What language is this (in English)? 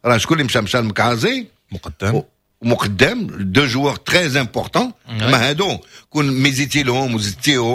Moroccan Arabic